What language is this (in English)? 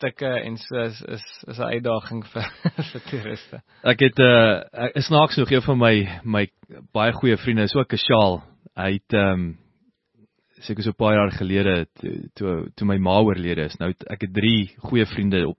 Afrikaans